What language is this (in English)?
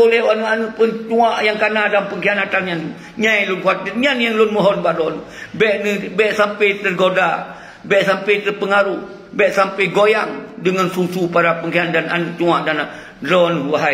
Achinese